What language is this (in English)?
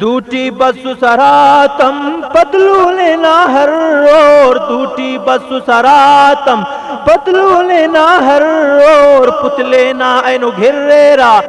Brahui